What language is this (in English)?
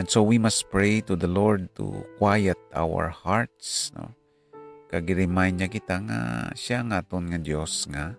Hiligaynon